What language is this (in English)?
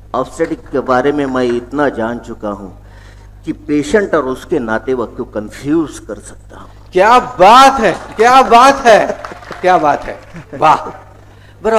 Marathi